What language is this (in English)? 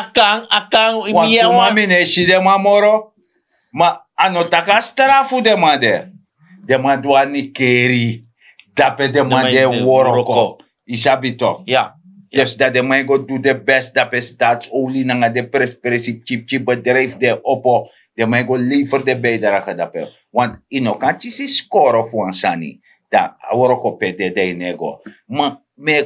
Sranan Tongo